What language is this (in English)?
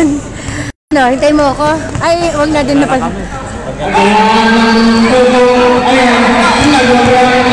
Filipino